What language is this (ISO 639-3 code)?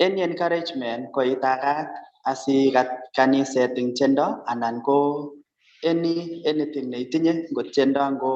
kln